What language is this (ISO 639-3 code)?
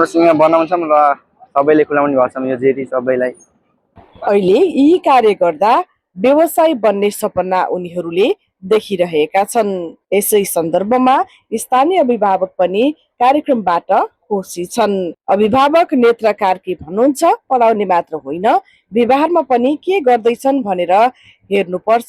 nep